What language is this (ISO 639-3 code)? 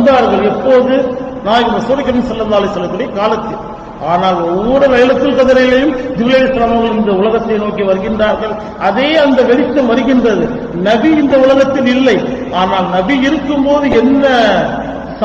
tam